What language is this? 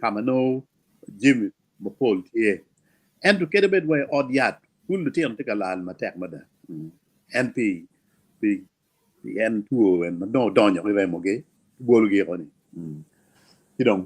Acoli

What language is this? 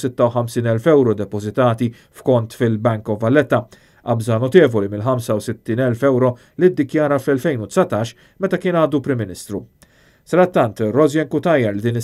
Maltese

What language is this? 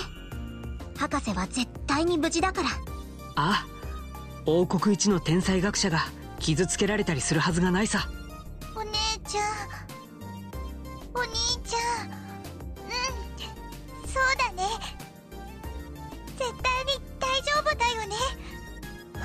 Japanese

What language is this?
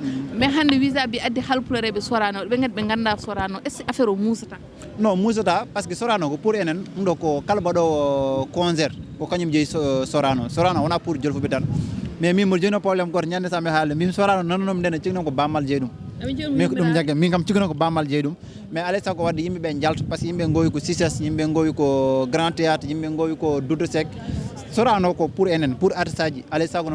Fula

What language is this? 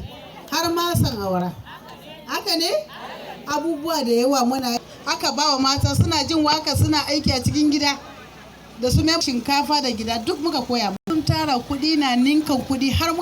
Hausa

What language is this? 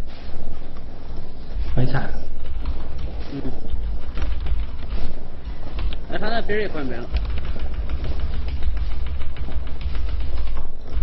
Chinese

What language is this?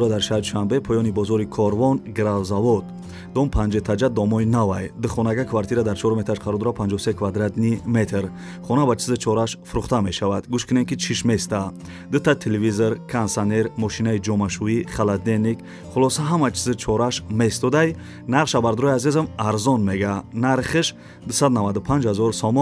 Tajik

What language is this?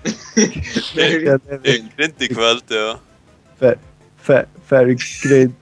Faroese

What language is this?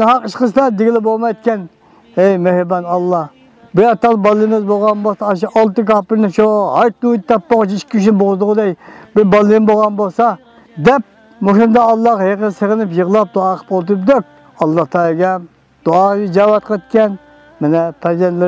Uyghur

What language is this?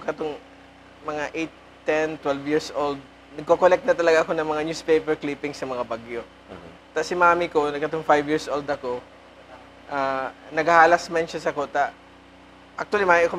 Bikol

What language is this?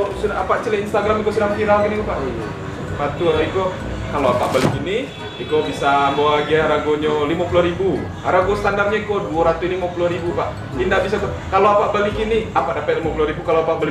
Minangkabau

